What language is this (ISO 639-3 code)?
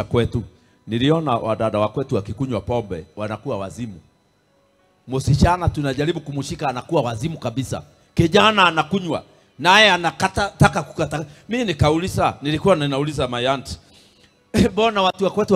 swa